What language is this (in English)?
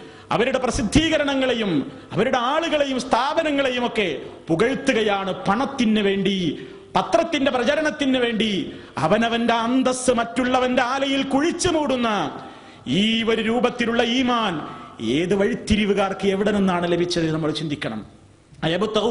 Malayalam